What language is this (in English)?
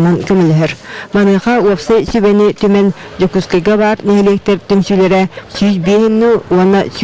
Yakut